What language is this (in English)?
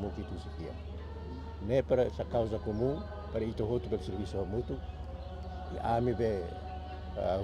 Tetum